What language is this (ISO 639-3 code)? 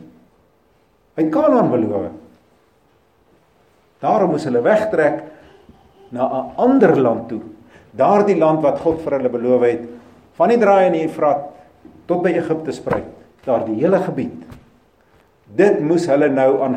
afr